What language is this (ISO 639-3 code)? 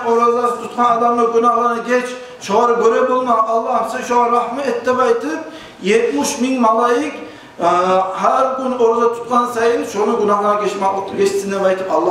kum